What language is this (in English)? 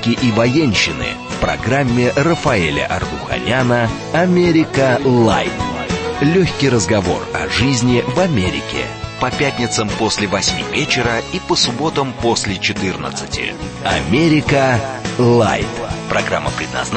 Russian